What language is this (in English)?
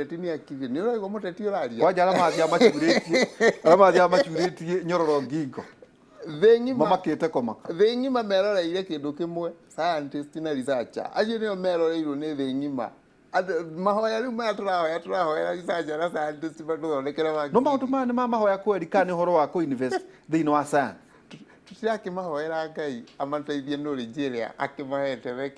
Kikuyu